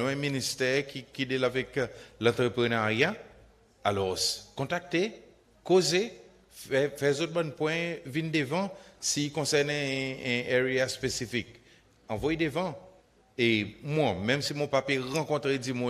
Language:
Seselwa Creole French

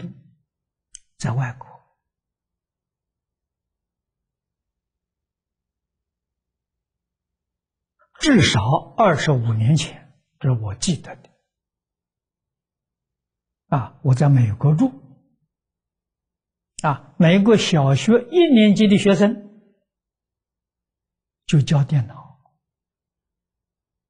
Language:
Chinese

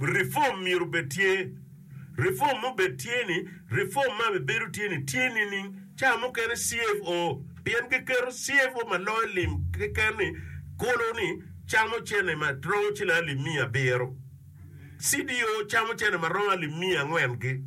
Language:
Acoli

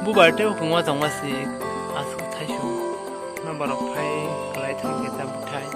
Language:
Kok Borok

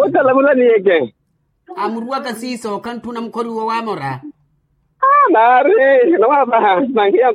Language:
Makhuwa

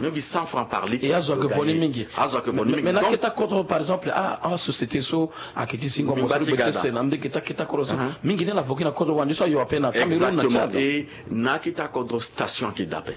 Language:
Sango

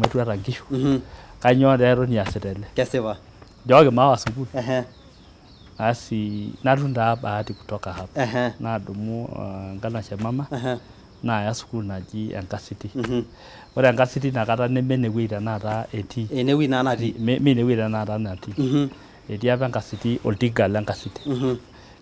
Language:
Masai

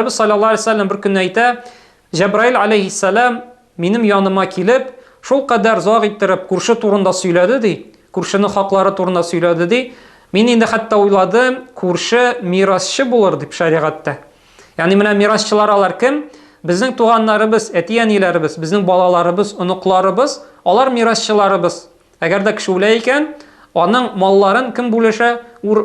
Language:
Tatar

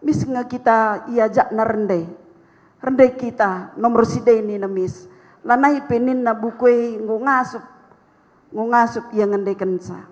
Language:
Batak Karo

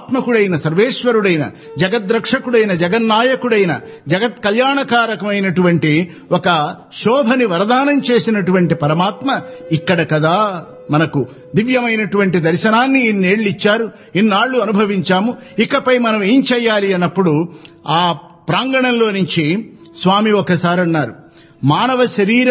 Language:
Telugu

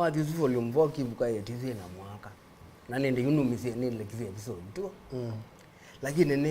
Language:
Kamba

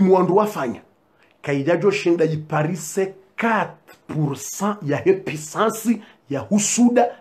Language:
Swahili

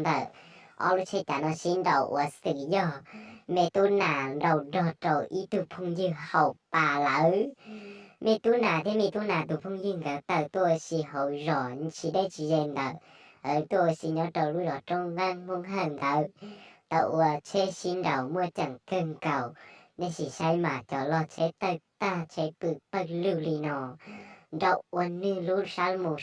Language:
Hmong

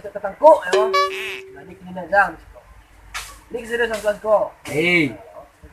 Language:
Minangkabau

